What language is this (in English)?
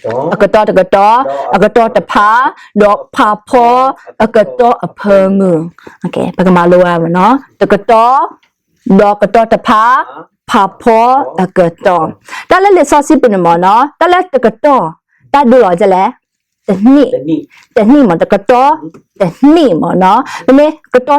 S'gaw Karen